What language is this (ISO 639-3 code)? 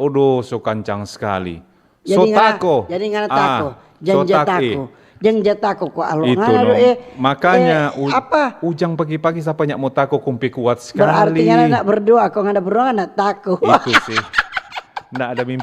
xmm